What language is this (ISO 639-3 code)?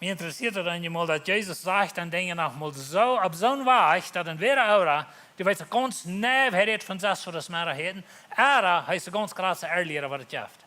pdt